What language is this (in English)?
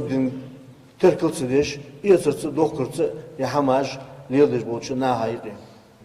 Ingush